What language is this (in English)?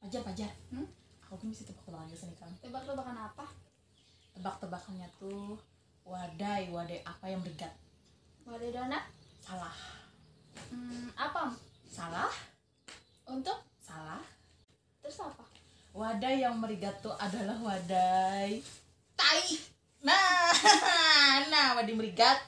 Banjar